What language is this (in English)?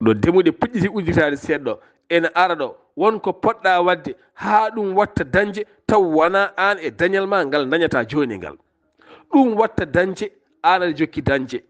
Fula